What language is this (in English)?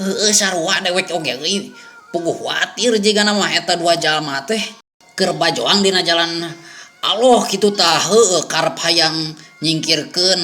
Sundanese